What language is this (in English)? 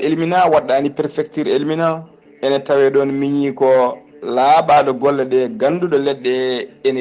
Fula